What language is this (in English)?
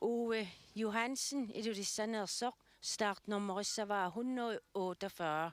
Kalaallisut